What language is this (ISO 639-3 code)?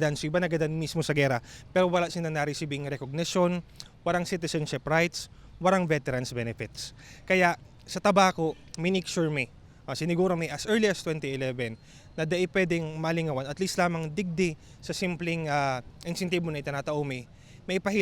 bik